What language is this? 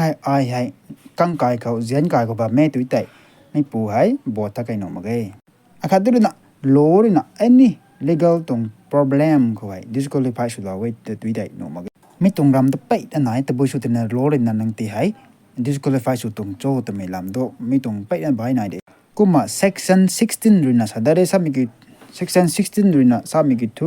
Rongmei Naga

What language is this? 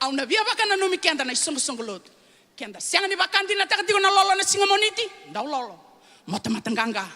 Fijian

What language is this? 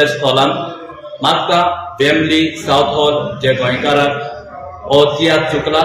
Konkani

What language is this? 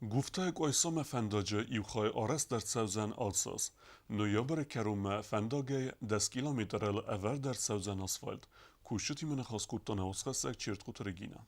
Ossetic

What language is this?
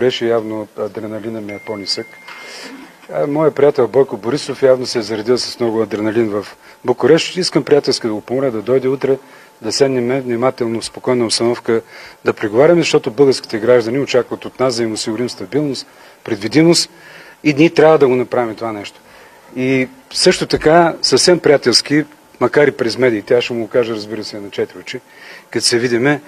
Bulgarian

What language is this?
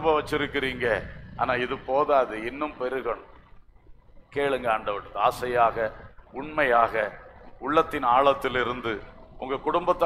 Tamil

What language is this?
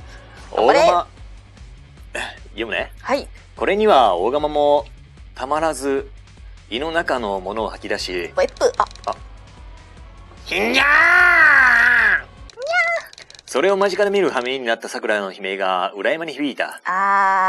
Japanese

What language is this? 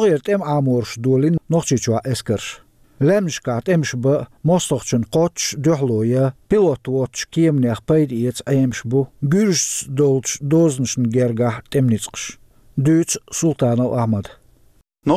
Chechen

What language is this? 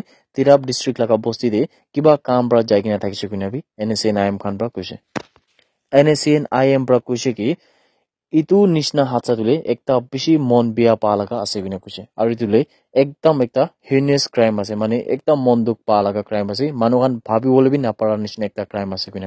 Naga Pidgin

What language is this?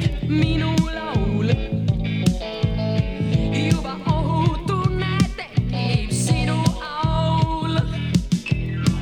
Estonian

